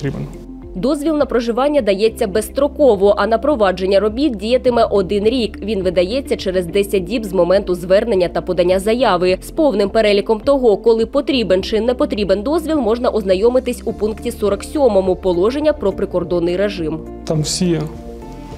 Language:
Ukrainian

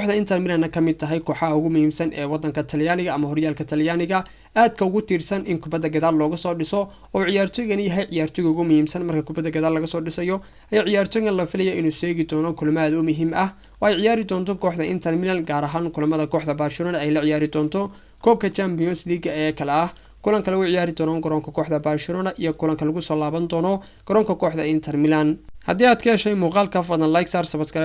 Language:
Somali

